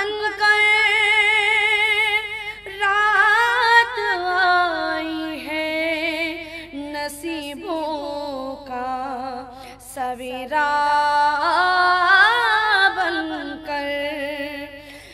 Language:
Urdu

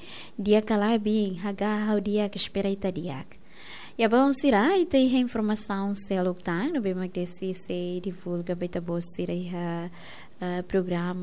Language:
Tetum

